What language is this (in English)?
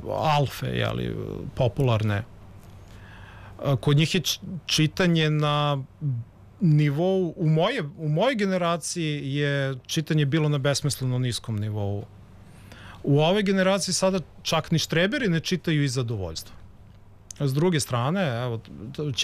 Serbian